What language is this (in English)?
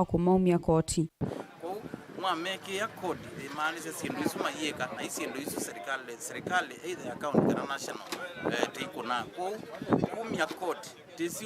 Kamba